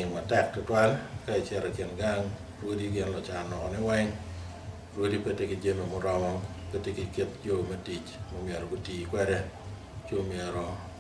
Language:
Acoli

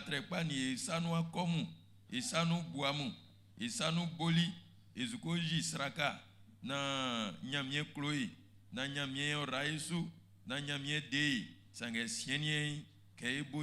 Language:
Baoulé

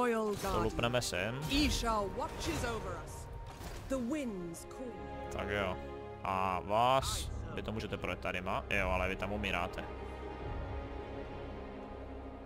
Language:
Czech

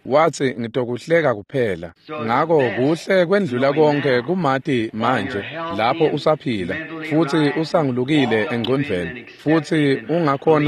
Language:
Swati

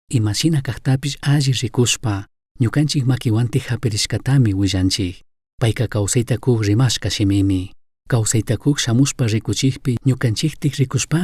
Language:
Chimborazo Highland Quichua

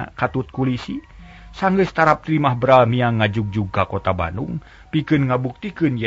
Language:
Sundanese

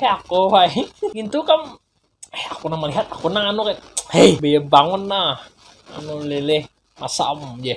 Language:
Banjar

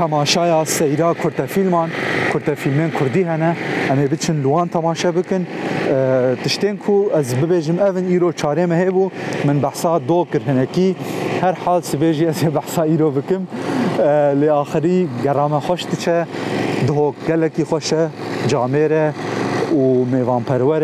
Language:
Kurdish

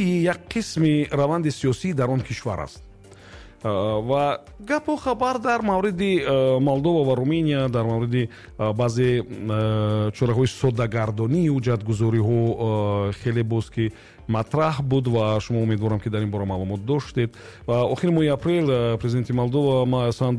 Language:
Tajik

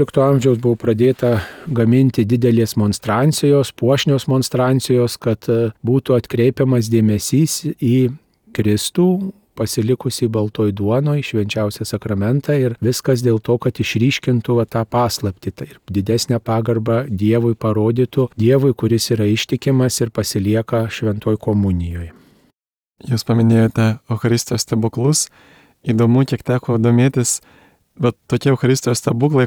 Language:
Lithuanian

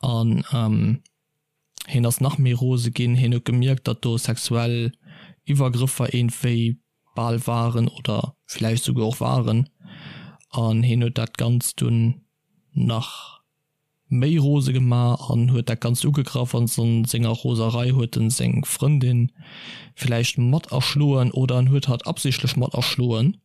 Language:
Luxembourgish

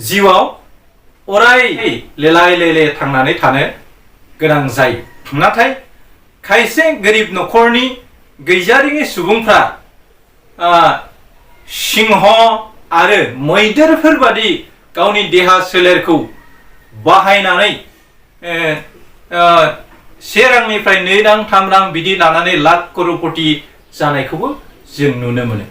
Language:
Bodo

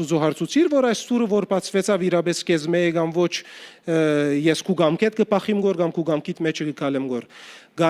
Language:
Western Armenian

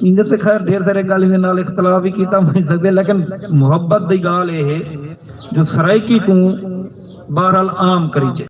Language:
Saraiki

